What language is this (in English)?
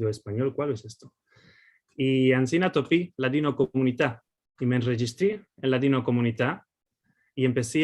Ladino